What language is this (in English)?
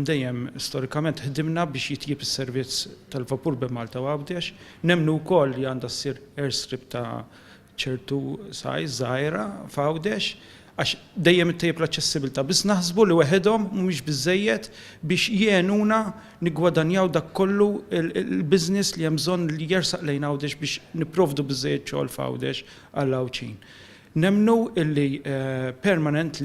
Maltese